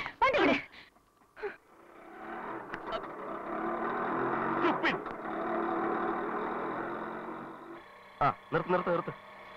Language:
Malayalam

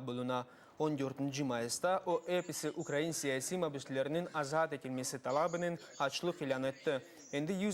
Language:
Crimean Tatar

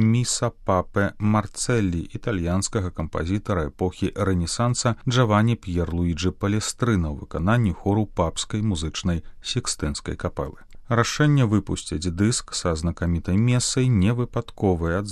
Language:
Belarusian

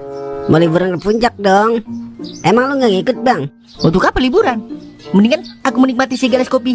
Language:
Betawi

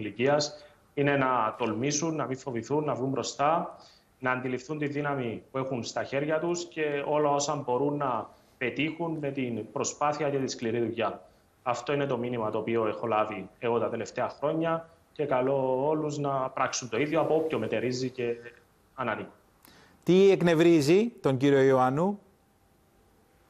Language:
Greek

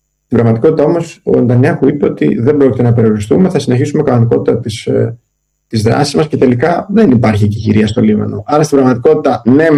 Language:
Greek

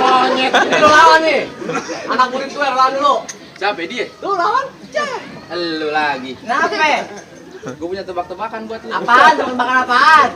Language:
Betawi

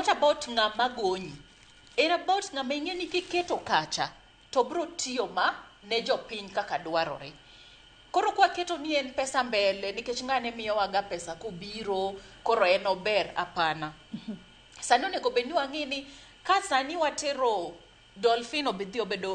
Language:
Luo (Kenya and Tanzania)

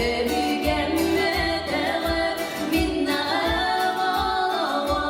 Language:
Yakut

